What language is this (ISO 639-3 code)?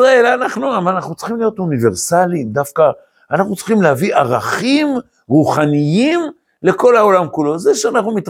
heb